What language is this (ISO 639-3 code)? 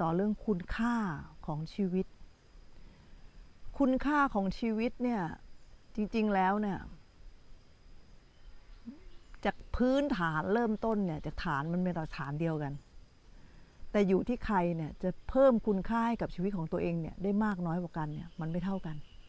tha